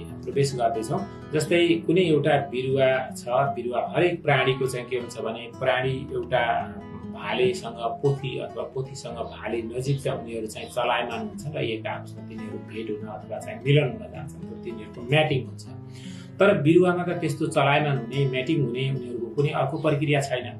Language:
Nepali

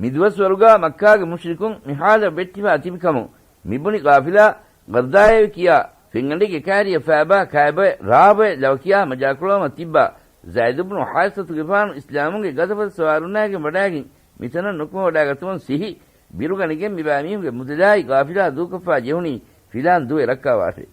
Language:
Divehi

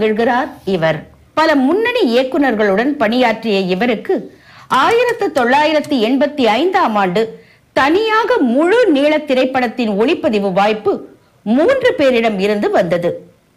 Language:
Tamil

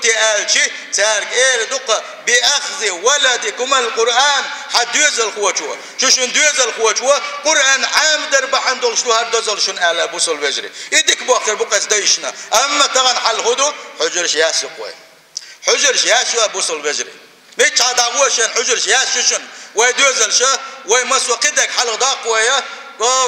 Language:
Chechen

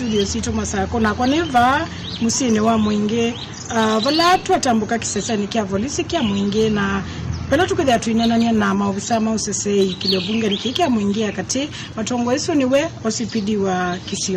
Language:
Kamba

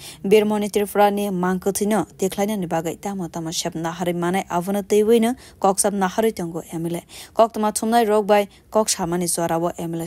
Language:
Kok Borok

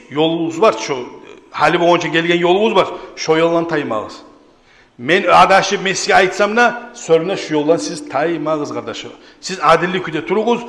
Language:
Kumyk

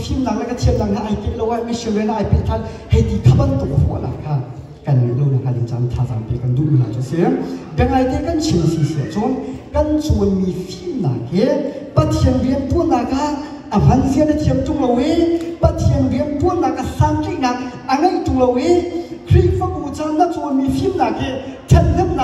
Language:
Hakha Chin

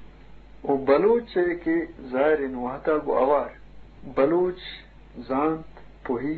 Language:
Eastern Balochi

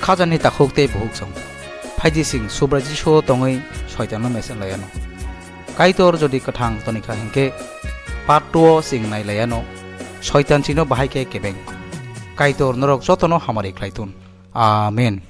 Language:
Kok Borok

